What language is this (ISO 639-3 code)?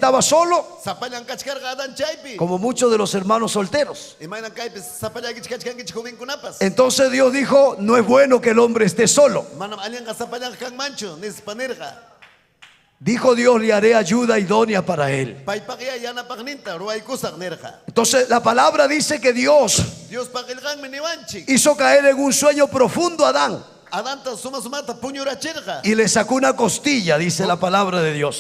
quy